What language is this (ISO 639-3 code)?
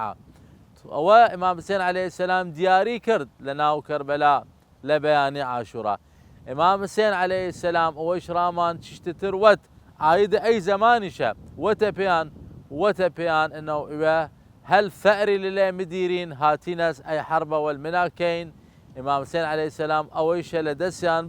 sdh